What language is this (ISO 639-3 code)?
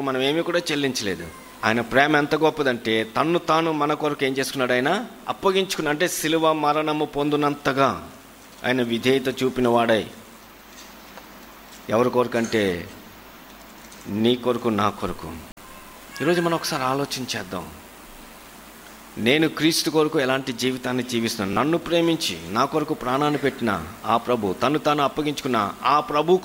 tel